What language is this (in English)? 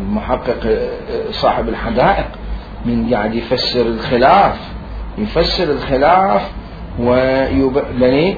Mesopotamian Arabic